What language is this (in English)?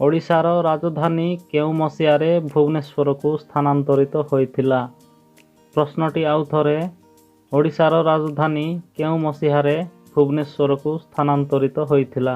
Odia